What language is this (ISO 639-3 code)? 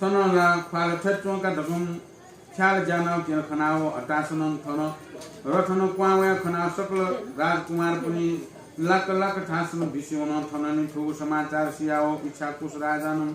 new